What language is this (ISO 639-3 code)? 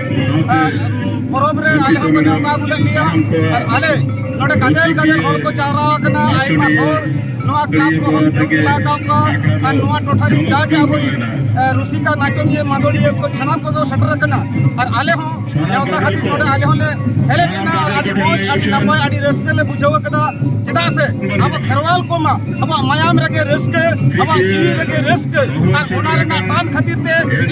sat